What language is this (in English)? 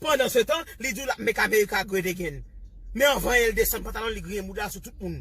Haitian Creole